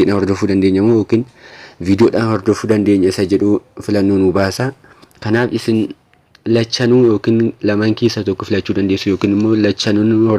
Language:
Oromo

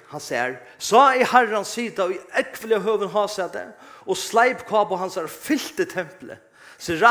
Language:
Faroese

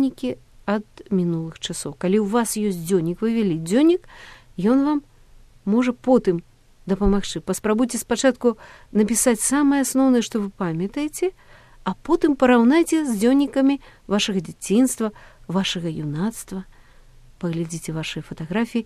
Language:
Belarusian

